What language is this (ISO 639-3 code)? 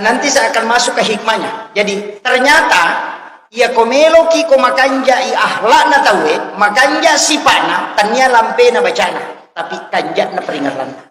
bug